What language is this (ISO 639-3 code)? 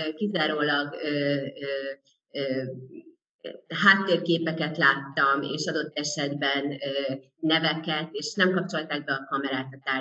hun